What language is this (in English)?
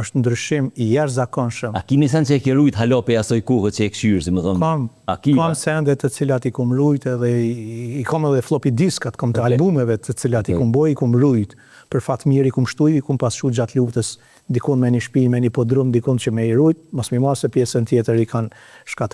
Albanian